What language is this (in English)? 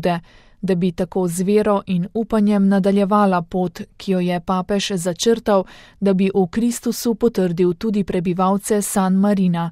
Slovenian